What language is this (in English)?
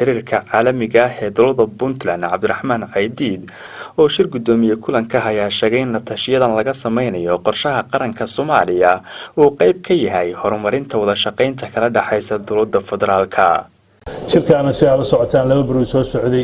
Somali